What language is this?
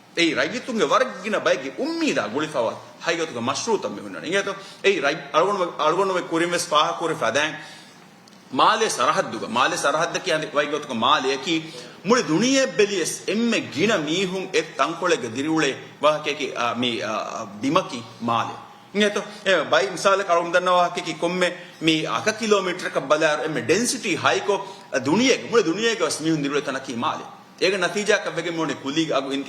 Divehi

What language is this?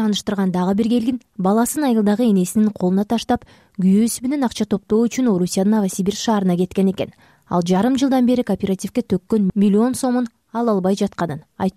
Kyrgyz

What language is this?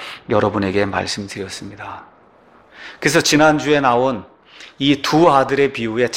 Korean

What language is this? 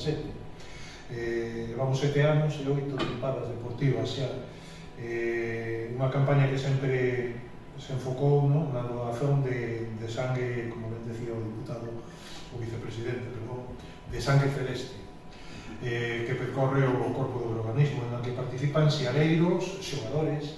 Galician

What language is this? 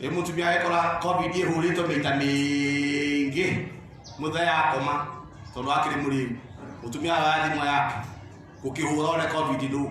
Kikuyu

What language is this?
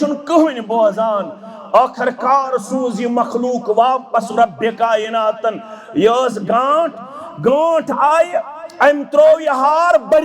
Kashmiri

